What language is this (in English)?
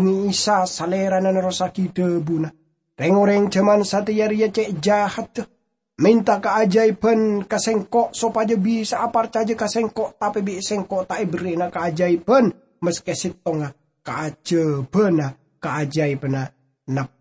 Madurese